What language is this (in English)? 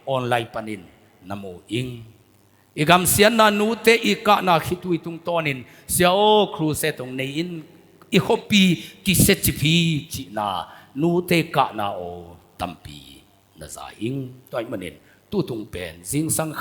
Tedim Chin